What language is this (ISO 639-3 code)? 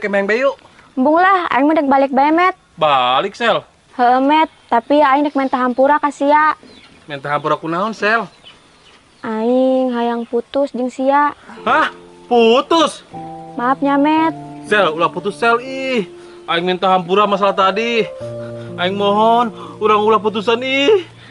sun